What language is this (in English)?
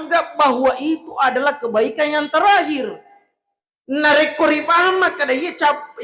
Buginese